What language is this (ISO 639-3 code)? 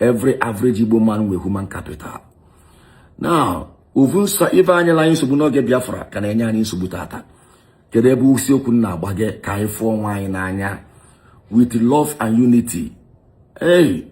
ibo